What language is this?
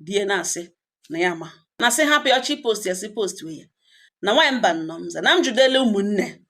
Igbo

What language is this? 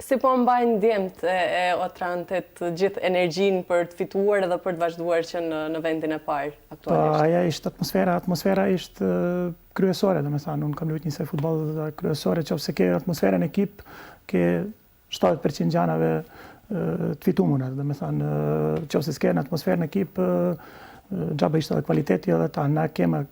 Albanian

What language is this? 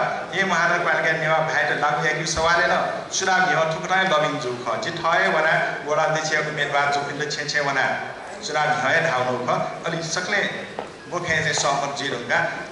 Newari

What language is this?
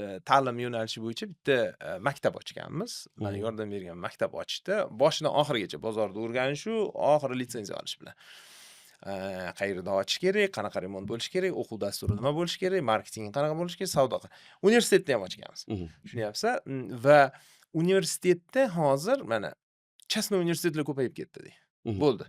Uzbek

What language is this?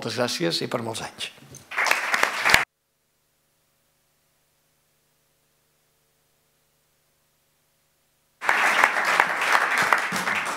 Catalan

